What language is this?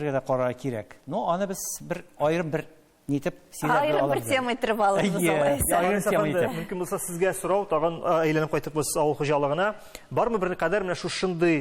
Tatar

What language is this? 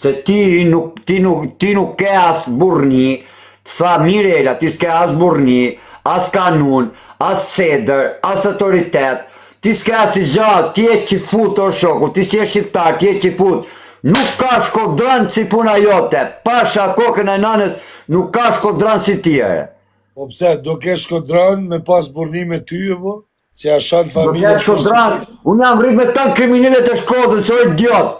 Albanian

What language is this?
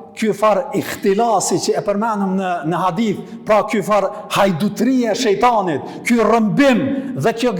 Albanian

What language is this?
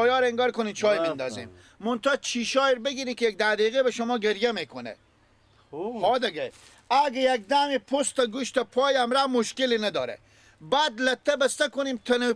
Persian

